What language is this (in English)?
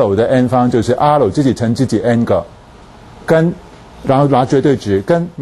Chinese